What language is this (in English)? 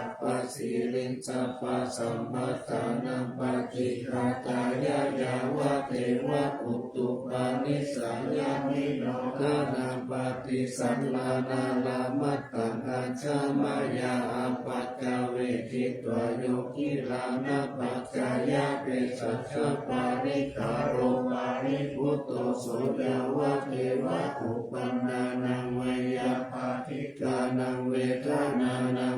Pali